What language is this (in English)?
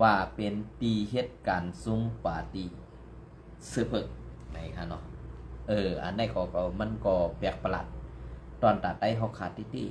Shan